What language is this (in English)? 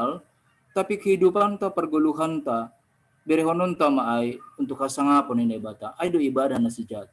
Batak Simalungun